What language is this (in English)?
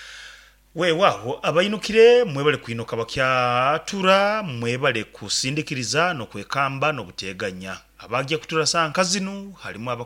Nyankole